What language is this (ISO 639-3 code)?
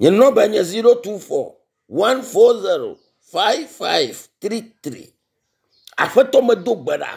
ewe